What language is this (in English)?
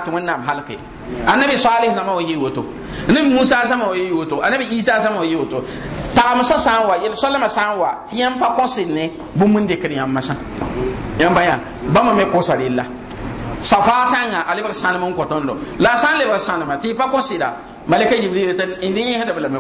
Mossi